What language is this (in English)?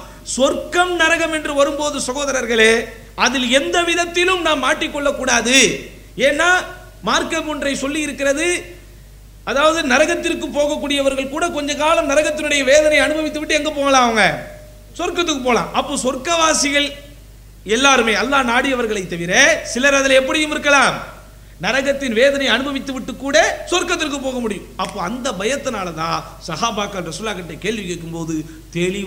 Tamil